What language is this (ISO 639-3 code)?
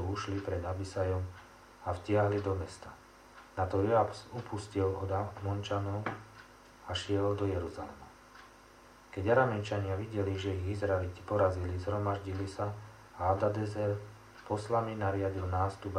slk